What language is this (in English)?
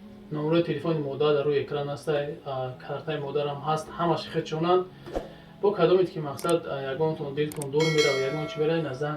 Tajik